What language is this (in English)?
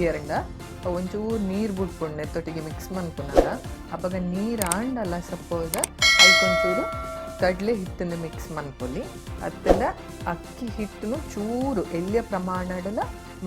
Tulu